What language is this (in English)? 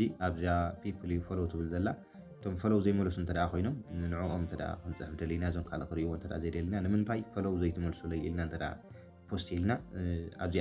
Tigrinya